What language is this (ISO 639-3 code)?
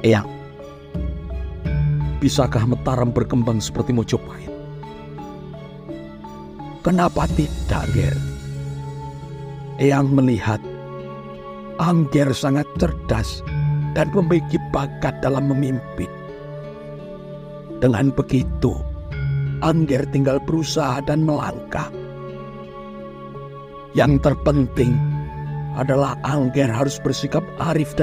ind